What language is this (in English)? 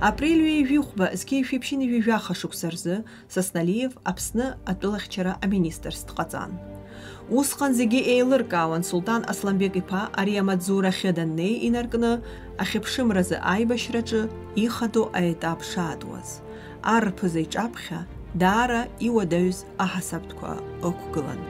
Abkhazian